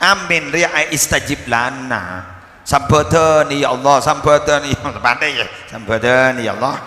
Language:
Madurese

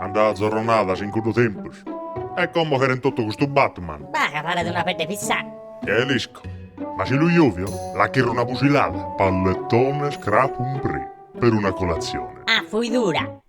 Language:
Sardinian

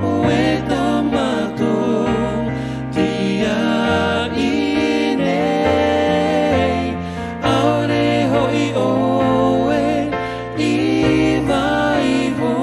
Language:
Tahitian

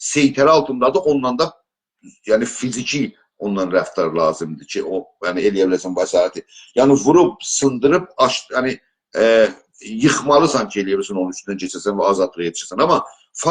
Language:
South Azerbaijani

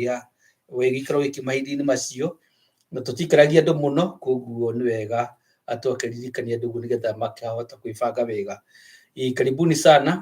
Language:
Kikuyu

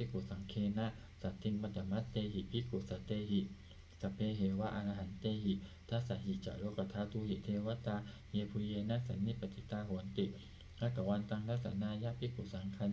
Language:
Pali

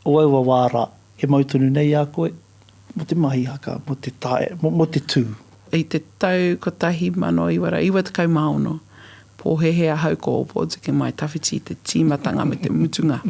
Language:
Māori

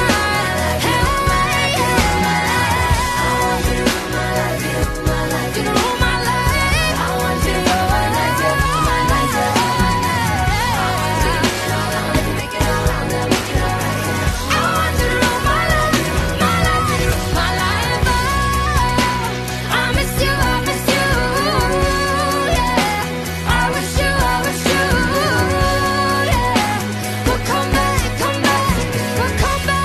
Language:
English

